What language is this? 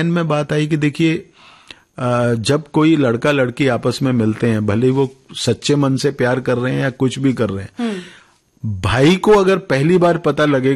Hindi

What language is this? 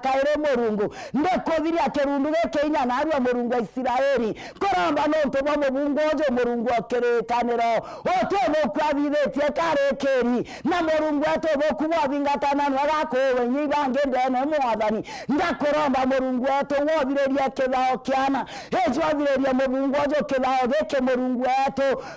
Meru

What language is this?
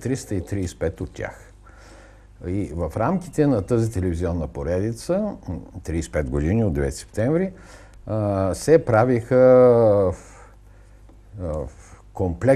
Bulgarian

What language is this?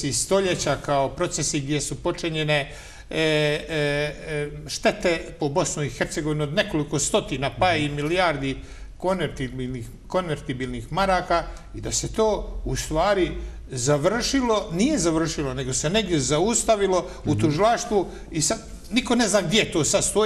Bosnian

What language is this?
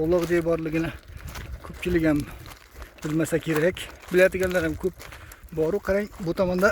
Uzbek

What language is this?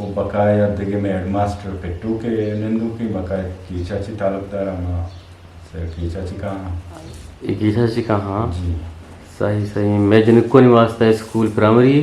Eastern Balochi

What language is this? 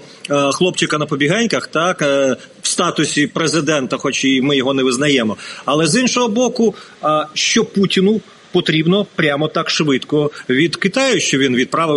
Ukrainian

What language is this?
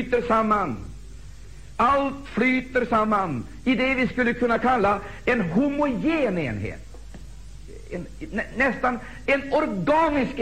Swedish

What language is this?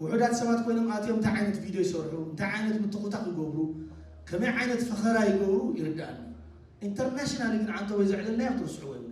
Tigrinya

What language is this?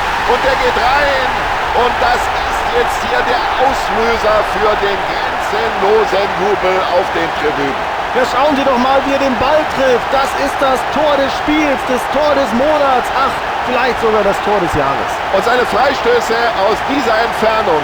Bavarian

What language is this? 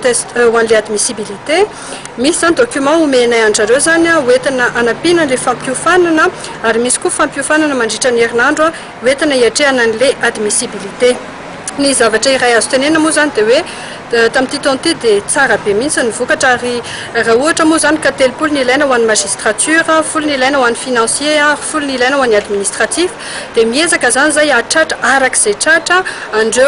Malagasy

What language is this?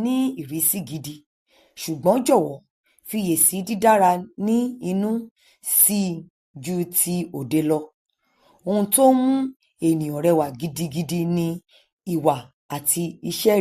Yoruba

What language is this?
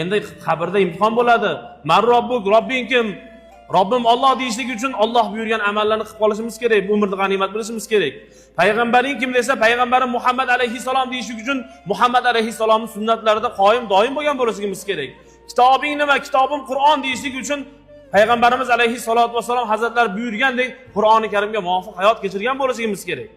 Uzbek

